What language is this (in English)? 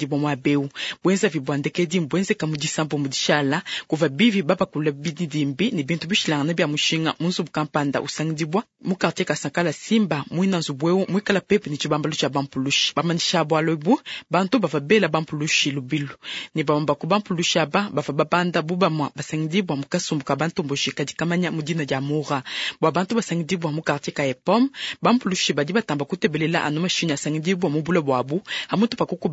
Luba-Lulua